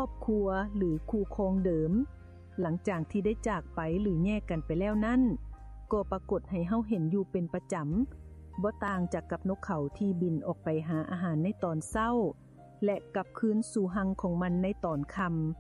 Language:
Lao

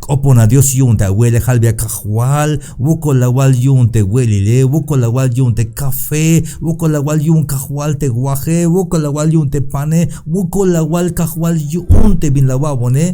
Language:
Tzeltal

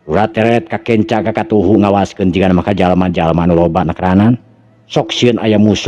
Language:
Sundanese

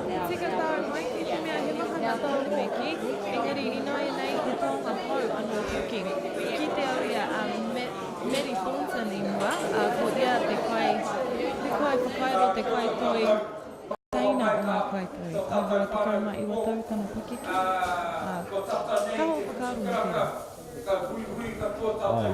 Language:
Māori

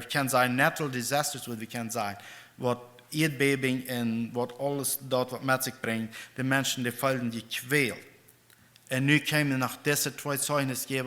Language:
Plautdietsch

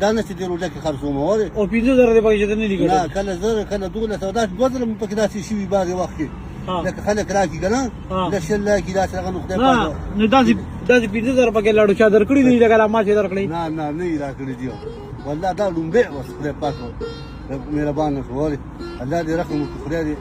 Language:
Pashto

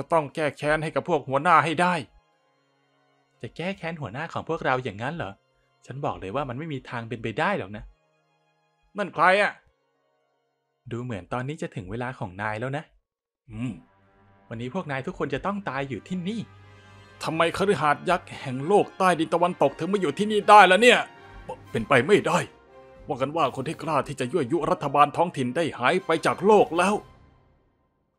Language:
Thai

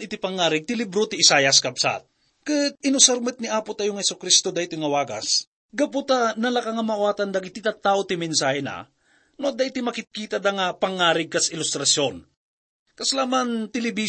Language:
Iloko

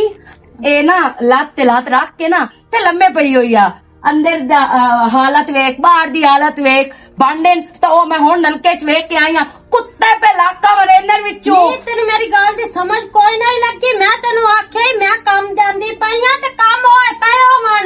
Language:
Western Panjabi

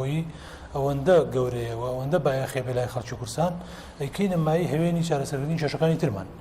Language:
Central Kurdish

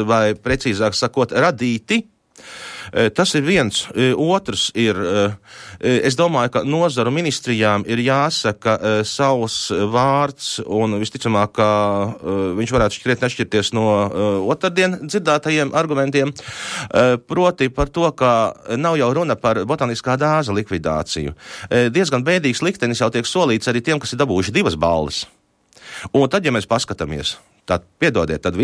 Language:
Latvian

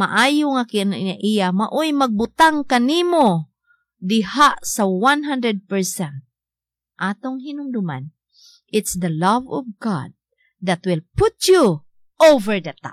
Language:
Cebuano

